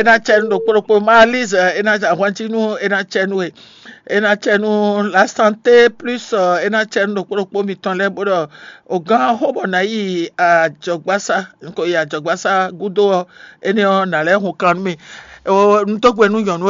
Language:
Fon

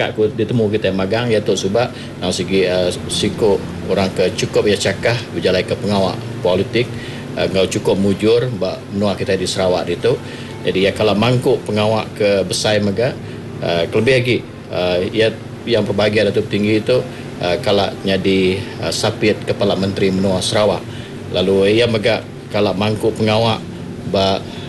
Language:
Iban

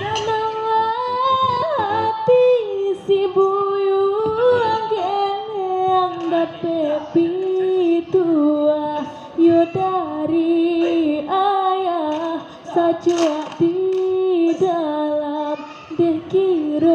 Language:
Minangkabau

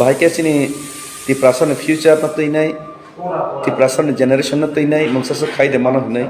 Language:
Kok Borok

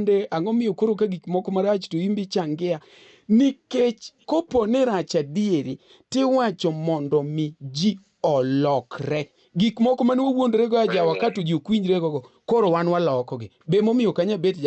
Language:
Luo (Kenya and Tanzania)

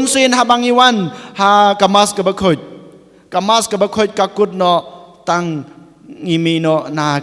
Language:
Khasi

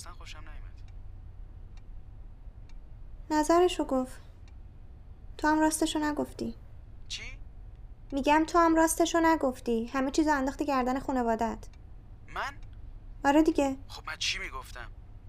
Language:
Persian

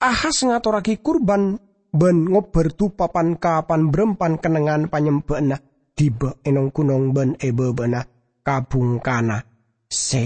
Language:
Madurese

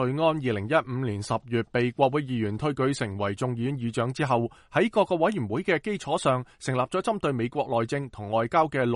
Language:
Cantonese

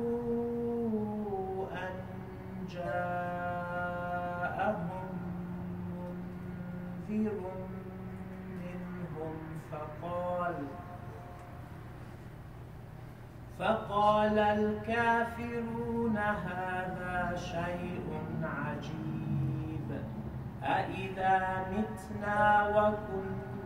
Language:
Arabic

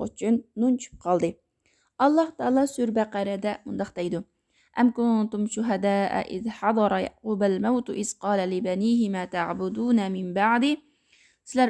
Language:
Uyghur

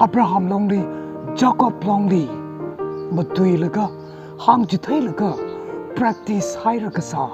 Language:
Tangkhul Naga (India)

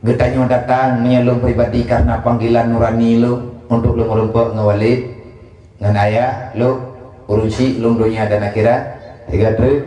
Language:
Achinese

